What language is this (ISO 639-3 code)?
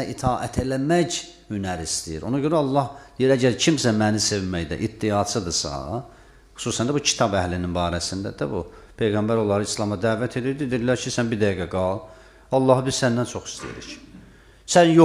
aze